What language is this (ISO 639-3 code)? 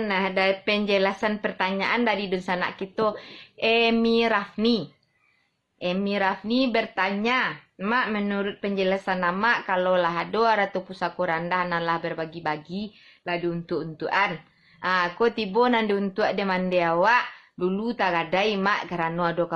min